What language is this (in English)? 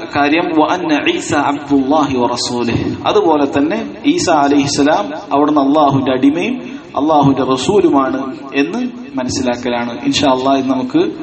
Malayalam